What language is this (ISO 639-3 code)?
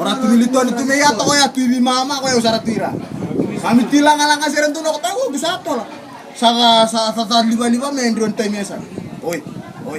fij